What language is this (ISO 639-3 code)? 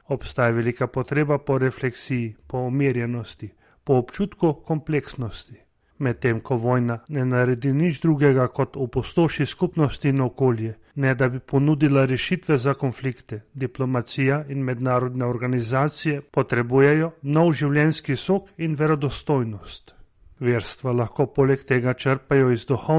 slv